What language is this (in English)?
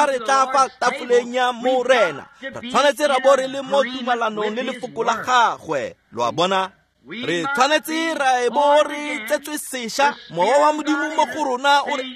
Tswana